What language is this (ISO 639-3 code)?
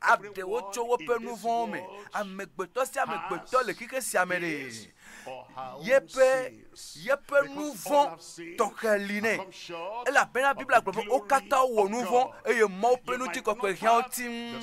ewe